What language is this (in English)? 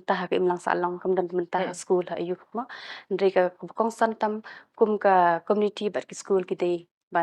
Khasi